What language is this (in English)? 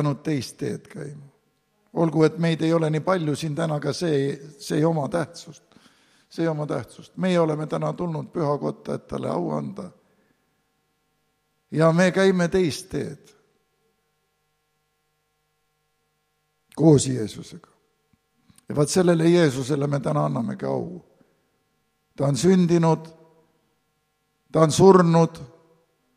Estonian